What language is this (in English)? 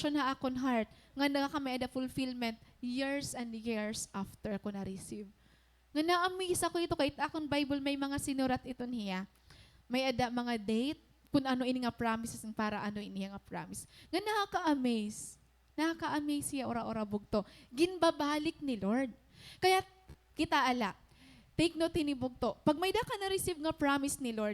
Waray